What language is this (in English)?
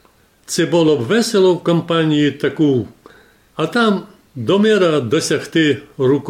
Rusyn